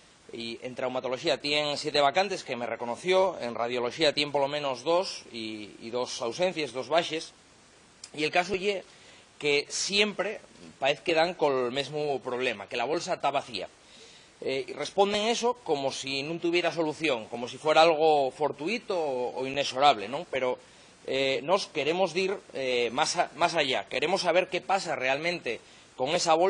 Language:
Asturian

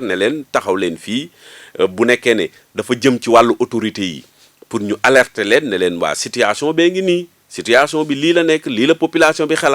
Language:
Wolof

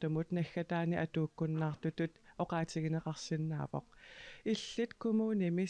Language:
Kalaallisut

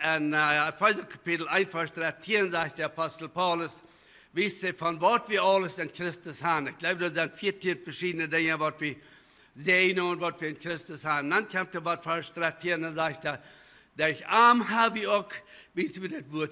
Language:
Plautdietsch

